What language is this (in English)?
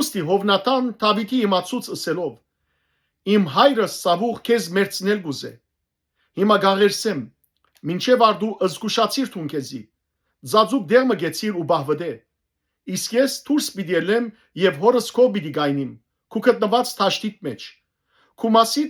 Western Armenian